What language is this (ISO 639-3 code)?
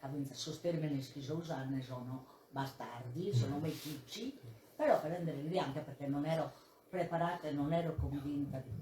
srd